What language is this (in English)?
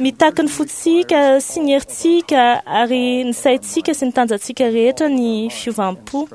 Malagasy